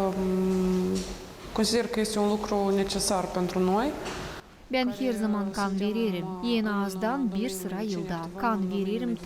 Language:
Gagauz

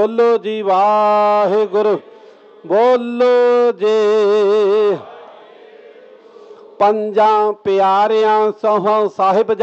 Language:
Punjabi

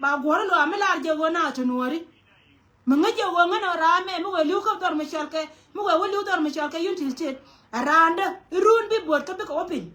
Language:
Nuer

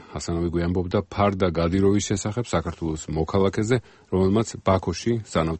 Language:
Georgian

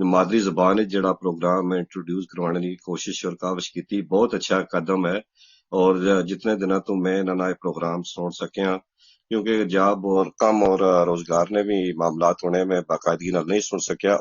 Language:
Gujari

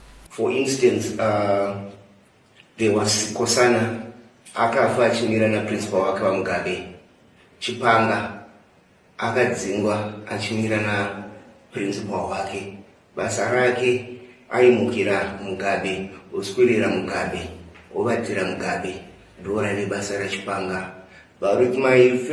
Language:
Shona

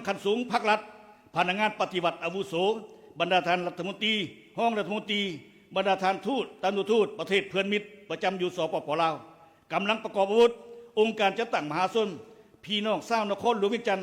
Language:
Lao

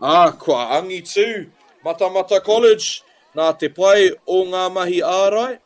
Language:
Māori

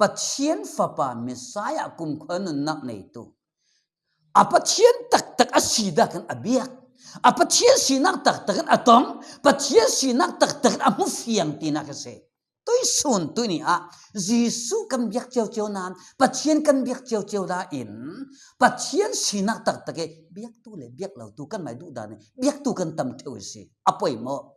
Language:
Falam Chin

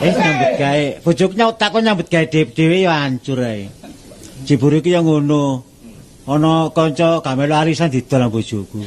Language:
Javanese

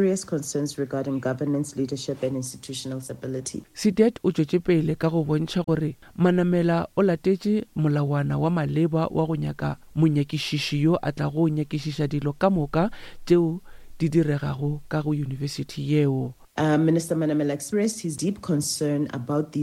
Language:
Northern Sotho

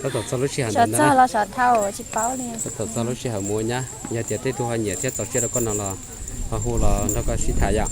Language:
Hmong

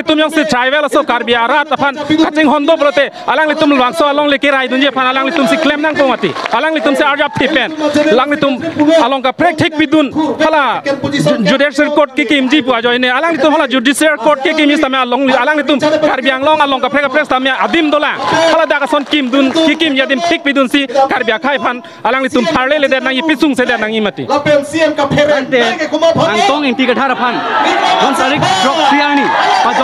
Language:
Karbi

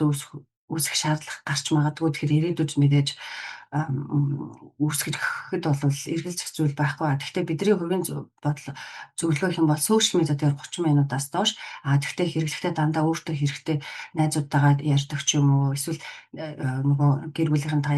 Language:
Mongolian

